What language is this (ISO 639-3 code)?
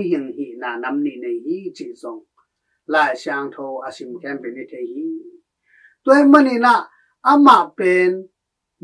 ctd